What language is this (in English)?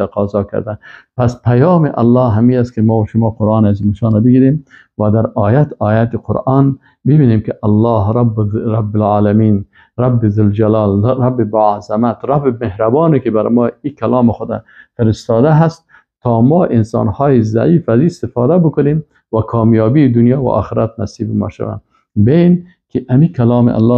Persian